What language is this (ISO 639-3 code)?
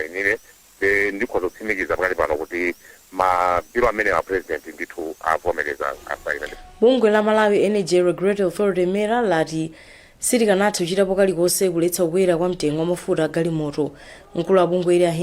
nya